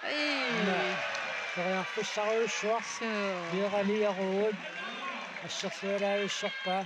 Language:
Kalaallisut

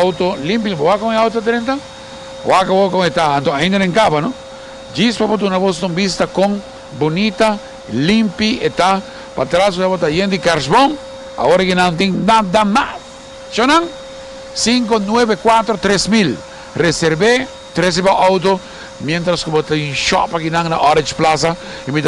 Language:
Papiamento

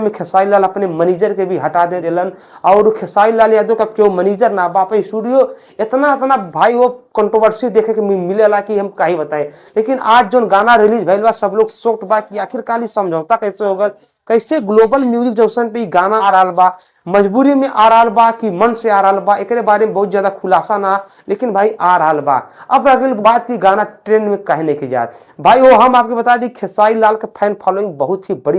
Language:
Bhojpuri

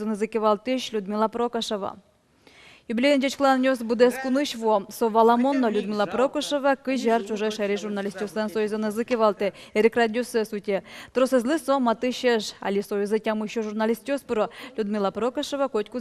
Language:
Udmurt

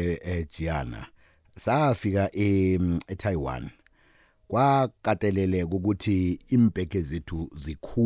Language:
South Ndebele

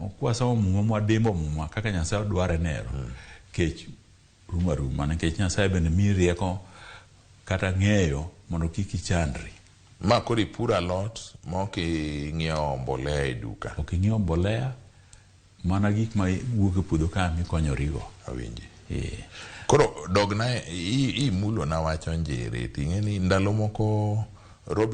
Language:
Luo (Kenya and Tanzania)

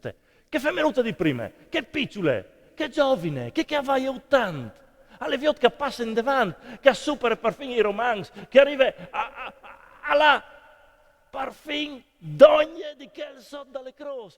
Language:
Friulian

